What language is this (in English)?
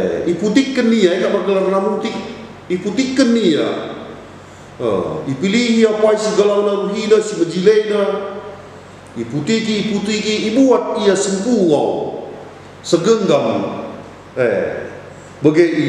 Batak Karo